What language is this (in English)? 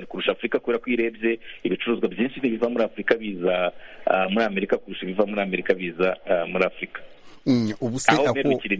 Kinyarwanda